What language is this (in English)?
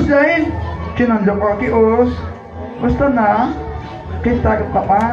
Kekchí